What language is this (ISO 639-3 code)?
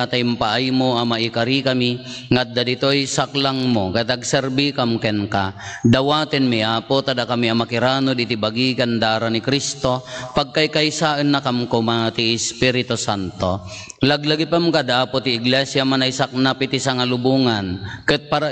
ilo